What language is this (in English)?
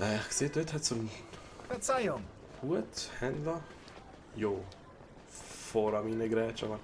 Swiss German